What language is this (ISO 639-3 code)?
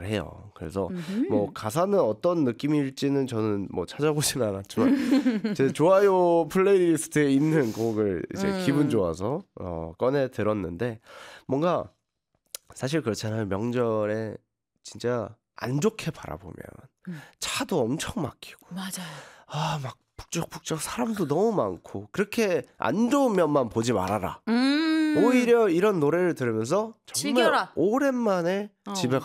kor